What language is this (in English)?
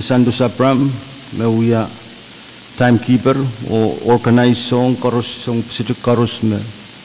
Pohnpeian